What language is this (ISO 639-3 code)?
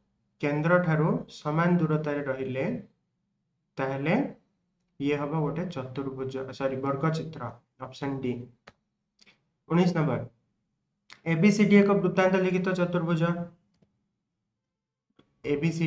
ori